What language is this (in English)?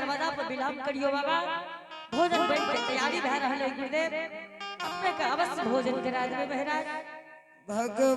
Angika